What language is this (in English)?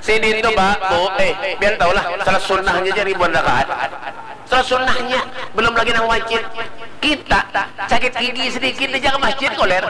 Banjar